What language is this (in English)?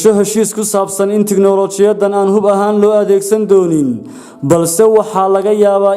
Somali